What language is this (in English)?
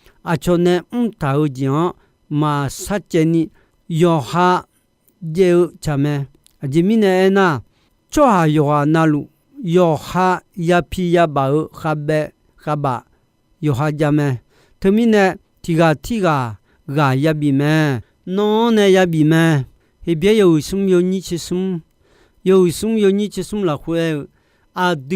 Akha